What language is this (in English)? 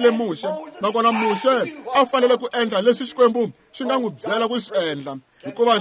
Tsonga